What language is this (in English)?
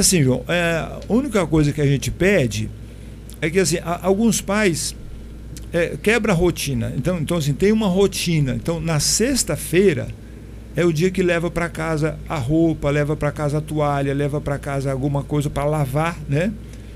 Portuguese